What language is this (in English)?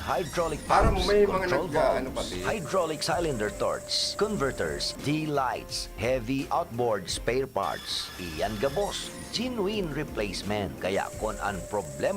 Bikol